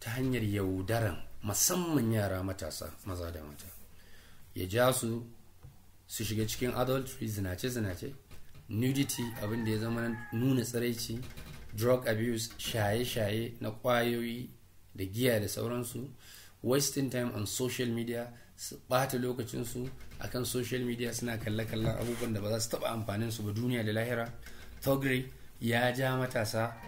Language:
Hausa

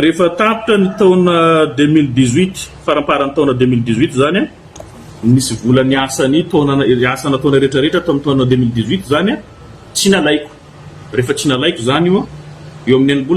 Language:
Malagasy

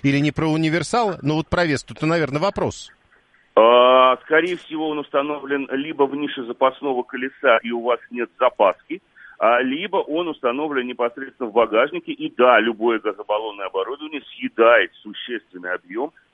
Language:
Russian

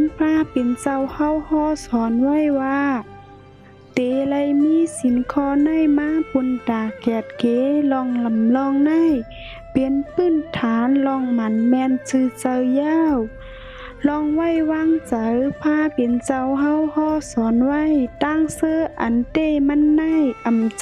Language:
Shan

